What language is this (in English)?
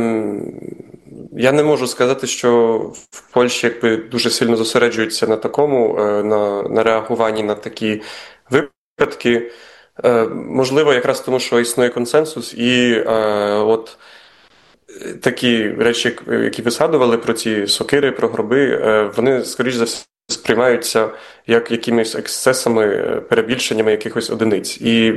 Ukrainian